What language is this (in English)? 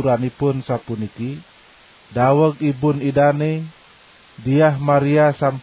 Balinese